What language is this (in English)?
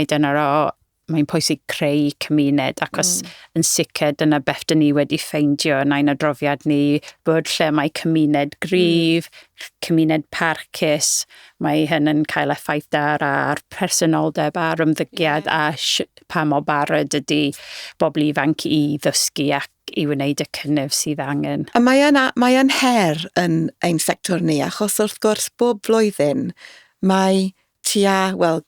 Welsh